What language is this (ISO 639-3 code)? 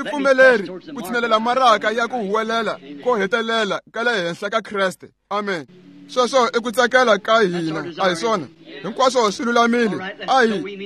tso